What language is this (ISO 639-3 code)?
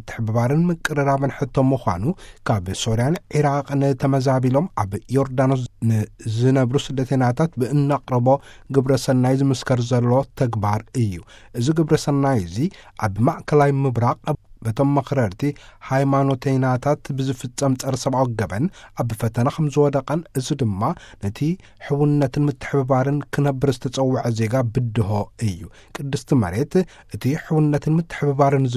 tir